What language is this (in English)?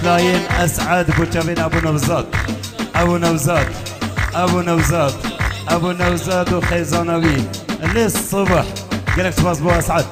Kurdish